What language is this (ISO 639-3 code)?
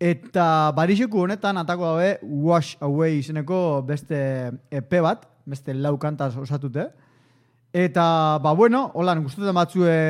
eus